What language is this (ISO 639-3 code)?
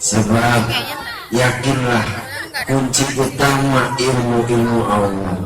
bew